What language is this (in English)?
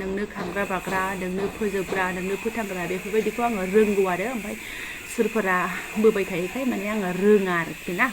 Bodo